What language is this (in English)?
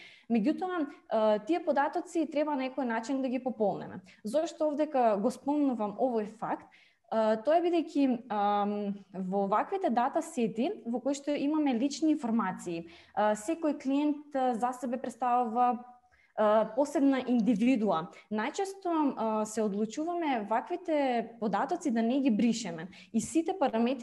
Macedonian